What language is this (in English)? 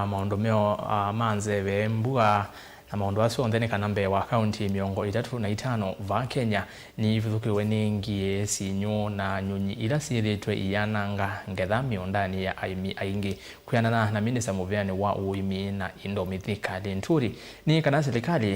Kamba